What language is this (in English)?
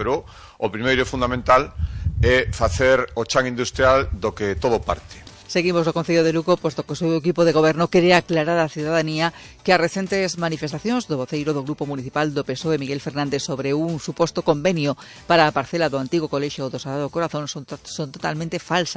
Galician